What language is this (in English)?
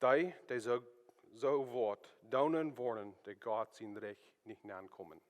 Plautdietsch